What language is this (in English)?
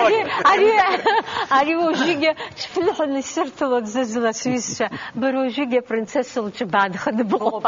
Abkhazian